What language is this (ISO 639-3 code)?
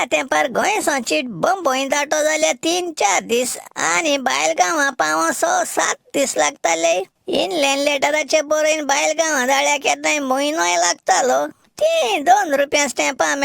kok